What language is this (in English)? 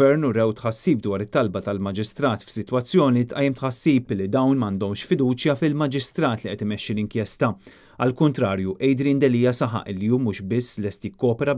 Maltese